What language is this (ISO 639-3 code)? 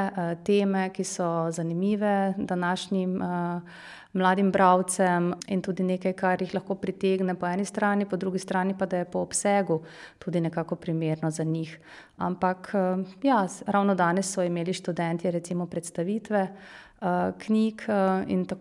slv